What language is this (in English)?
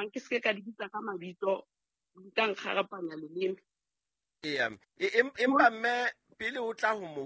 Southern Sotho